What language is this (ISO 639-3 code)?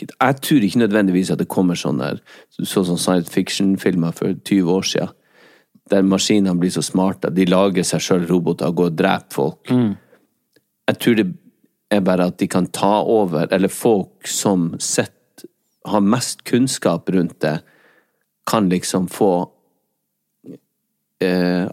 nor